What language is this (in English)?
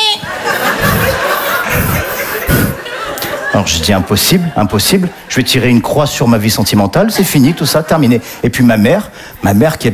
French